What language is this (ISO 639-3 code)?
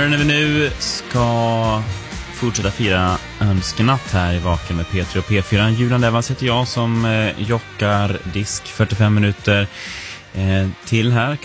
swe